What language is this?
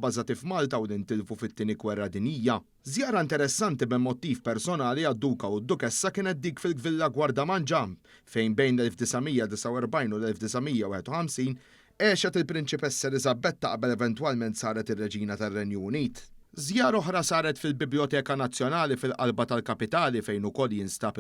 Maltese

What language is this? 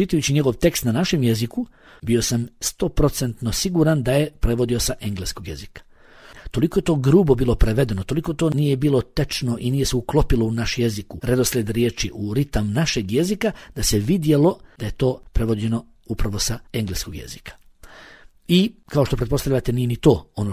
Bosnian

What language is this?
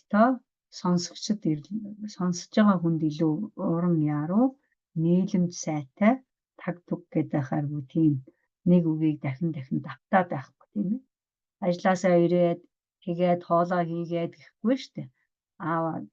Mongolian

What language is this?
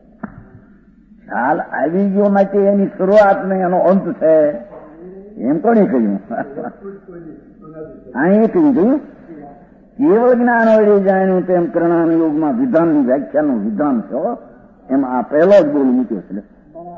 Gujarati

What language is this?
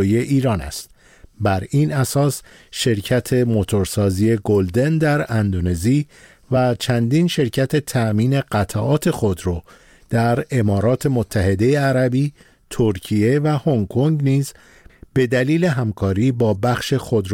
Persian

